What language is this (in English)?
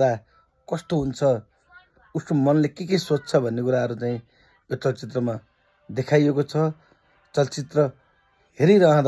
Nepali